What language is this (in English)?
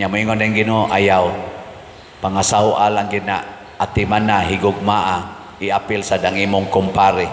Cebuano